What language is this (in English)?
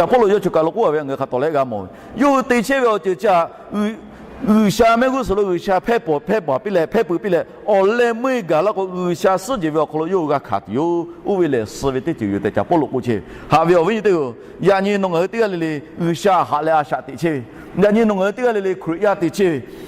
Lahu